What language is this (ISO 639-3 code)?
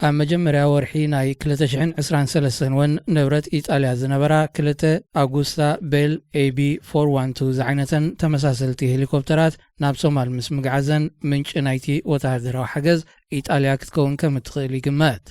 tir